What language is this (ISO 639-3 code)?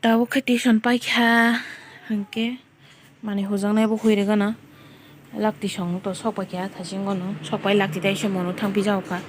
trp